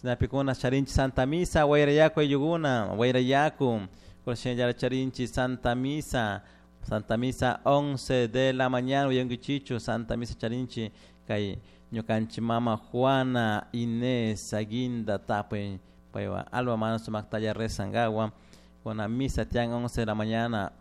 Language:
Chimborazo Highland Quichua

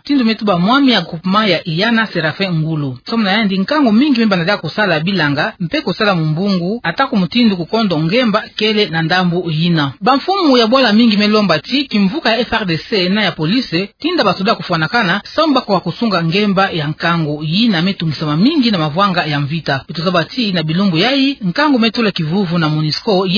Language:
Kituba (Democratic Republic of Congo)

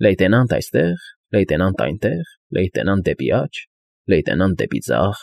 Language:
Armenian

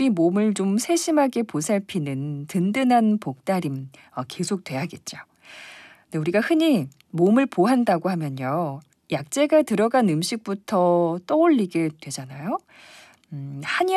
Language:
Korean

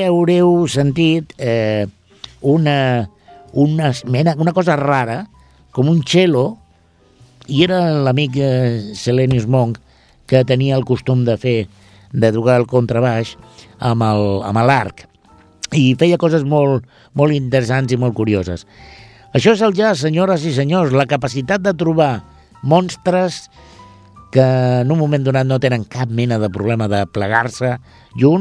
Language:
Catalan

